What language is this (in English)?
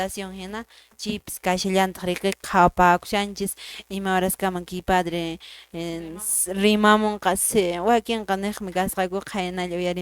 Quechua